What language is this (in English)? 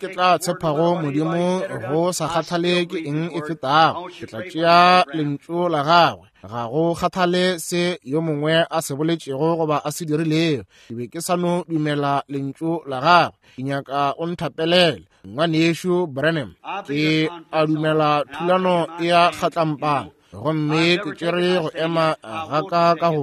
Northern Sotho